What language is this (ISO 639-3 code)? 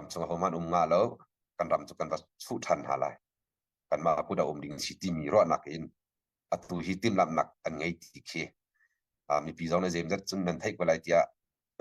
cnh